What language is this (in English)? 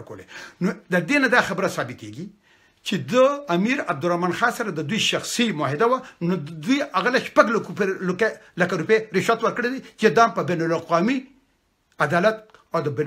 Pashto